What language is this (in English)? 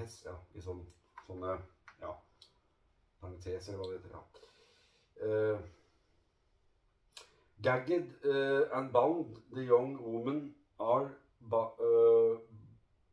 Norwegian